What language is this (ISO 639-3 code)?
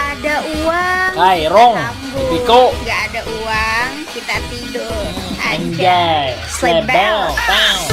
bjn